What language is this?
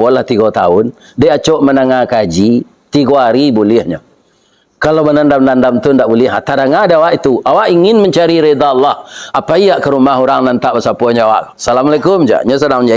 Minangkabau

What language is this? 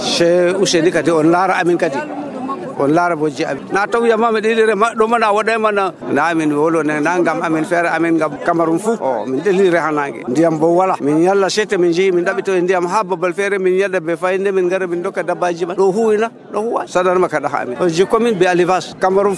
Nigerian Fulfulde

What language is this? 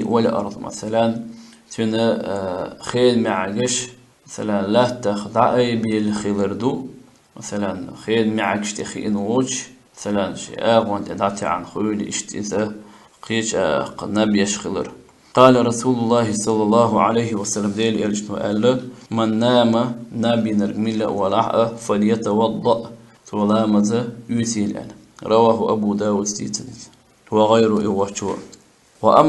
Chechen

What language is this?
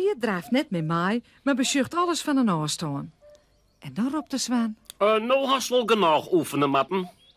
Western Frisian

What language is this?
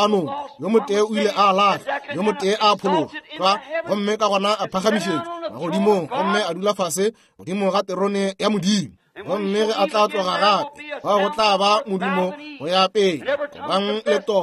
Northern Sotho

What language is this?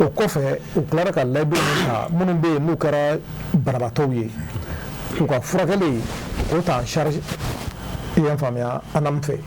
Bambara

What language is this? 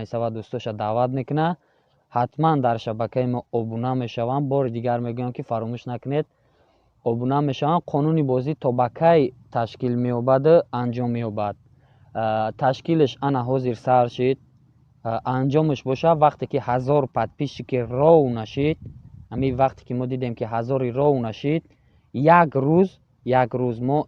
Tajik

